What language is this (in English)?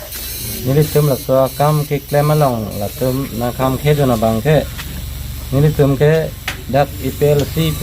Karbi